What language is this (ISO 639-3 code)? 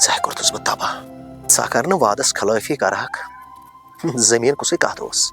kas